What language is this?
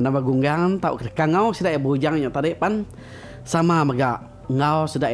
Iban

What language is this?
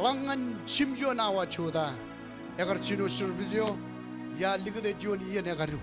Marshallese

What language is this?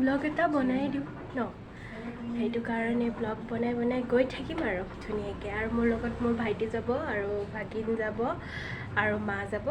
Assamese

